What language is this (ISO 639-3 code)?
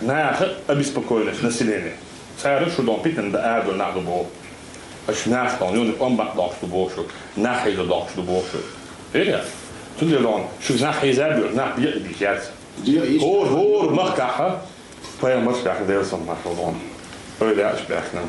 che